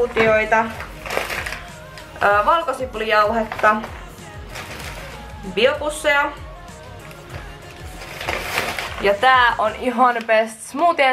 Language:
Finnish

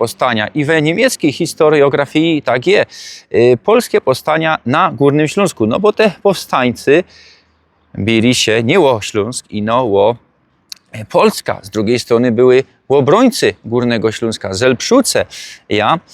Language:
Silesian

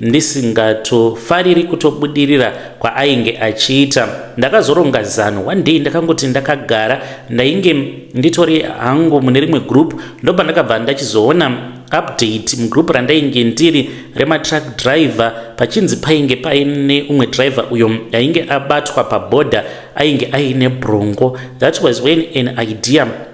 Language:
Shona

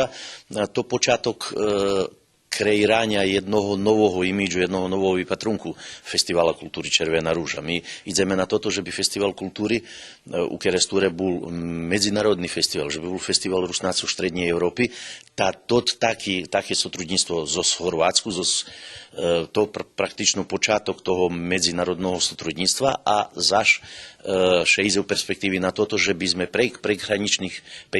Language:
Rusyn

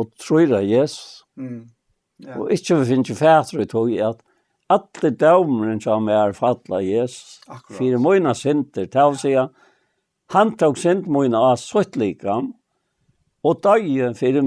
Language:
Faroese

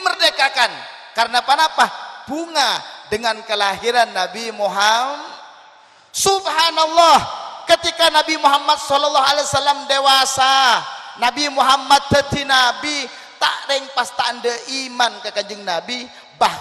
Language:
Madurese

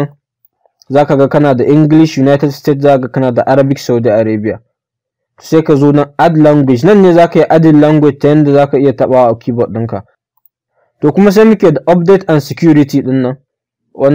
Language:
Hausa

